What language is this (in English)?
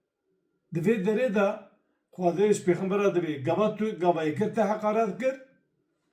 Kurdish